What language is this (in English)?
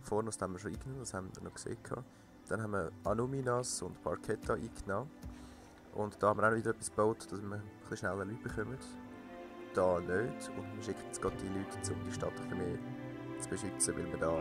Swiss German